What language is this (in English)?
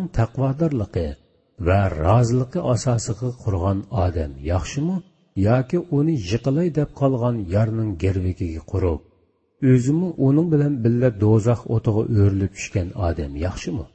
Uyghur